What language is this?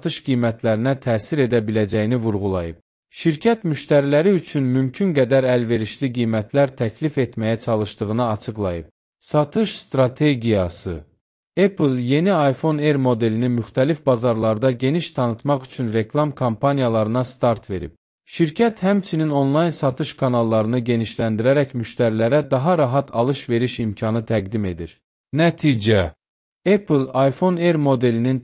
Azerbaijani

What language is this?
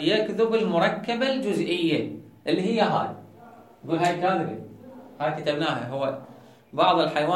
Mesopotamian Arabic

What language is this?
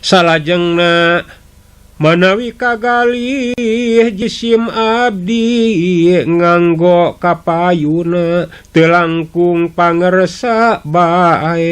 Sundanese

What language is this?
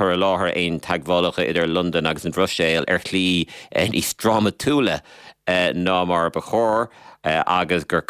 Irish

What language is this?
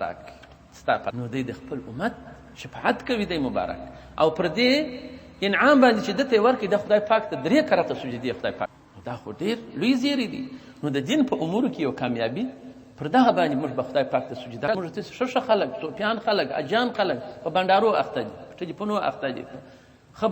Pashto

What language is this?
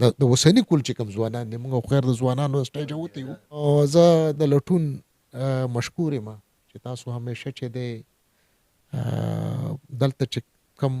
Pashto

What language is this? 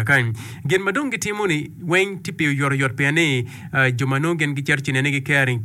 Acoli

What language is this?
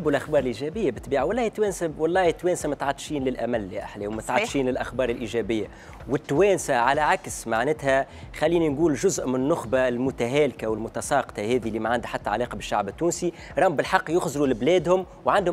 Tunisian Arabic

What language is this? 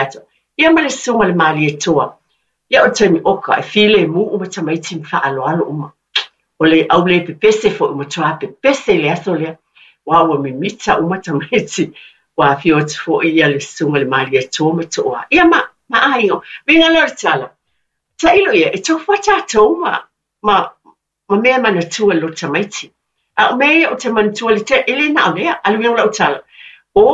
Samoan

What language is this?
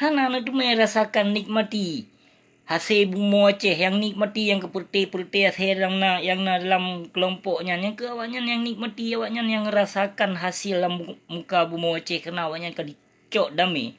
Achinese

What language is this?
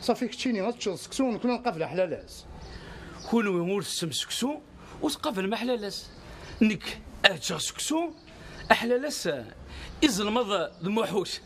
Kabyle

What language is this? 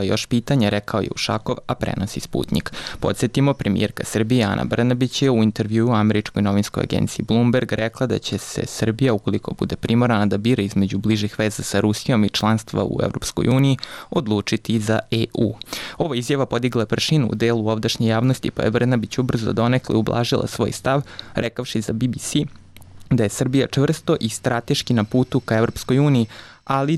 Serbian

